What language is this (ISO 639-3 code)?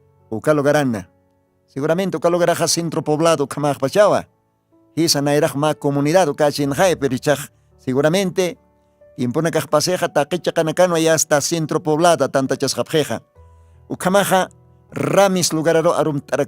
aym